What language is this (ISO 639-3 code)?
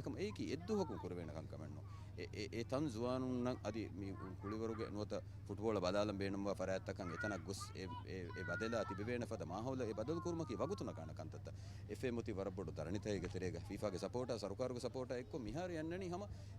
div